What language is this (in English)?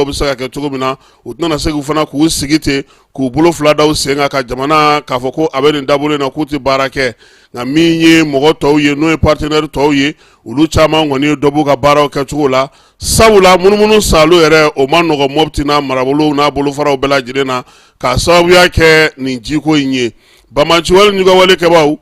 Bambara